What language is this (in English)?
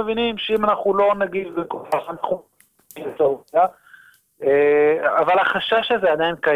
Hebrew